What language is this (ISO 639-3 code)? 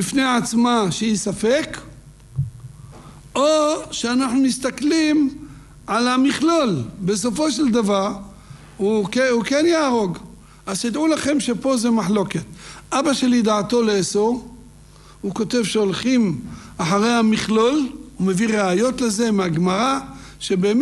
heb